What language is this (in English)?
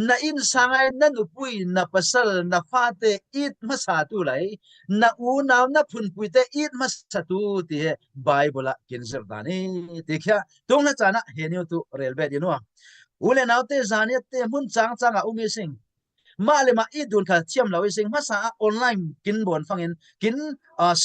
Falam Chin